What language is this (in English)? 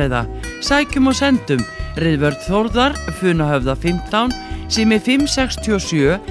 Icelandic